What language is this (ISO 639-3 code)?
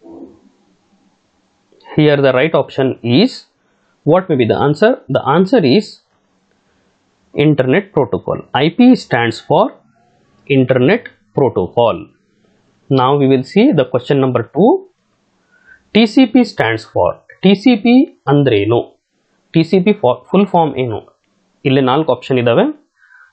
kan